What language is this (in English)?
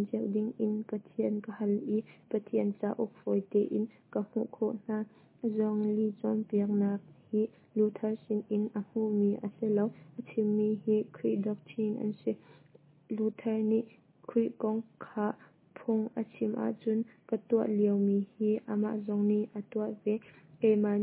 Hakha Chin